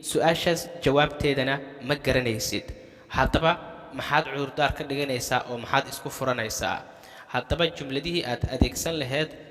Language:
Somali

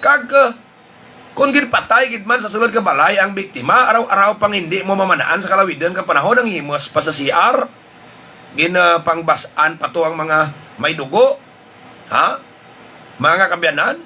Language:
Hiligaynon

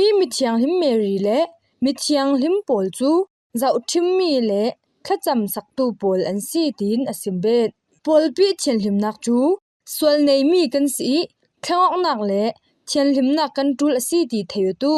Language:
Falam Chin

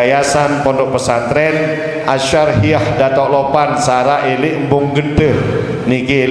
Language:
Sasak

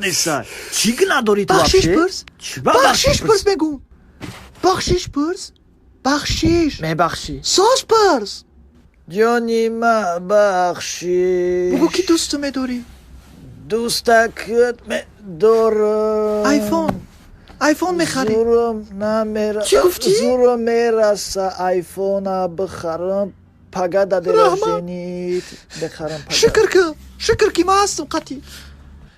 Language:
Tajik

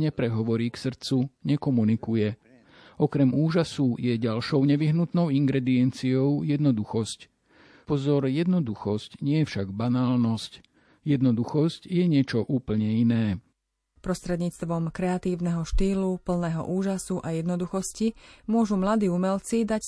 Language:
Slovak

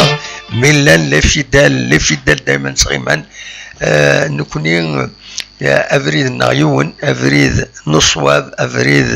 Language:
Kabyle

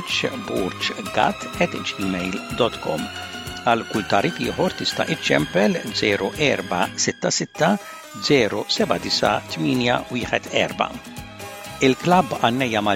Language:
Maltese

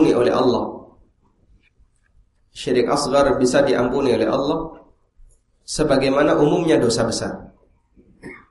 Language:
Indonesian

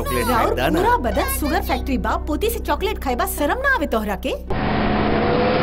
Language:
Bhojpuri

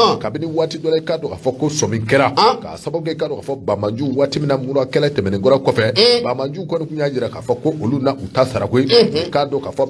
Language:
Bambara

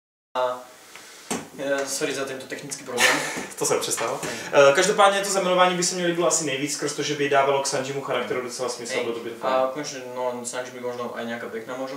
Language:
Czech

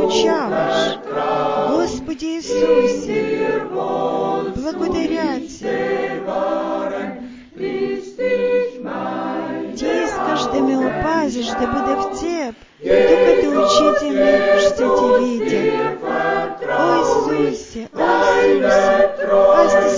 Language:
Bulgarian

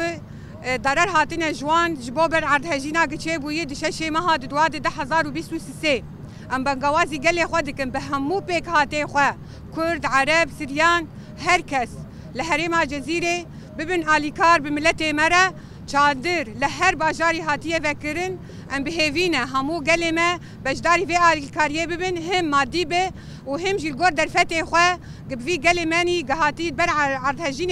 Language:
Kurdish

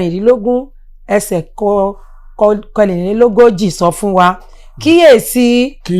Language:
Yoruba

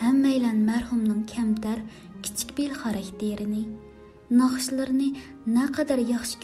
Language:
Uyghur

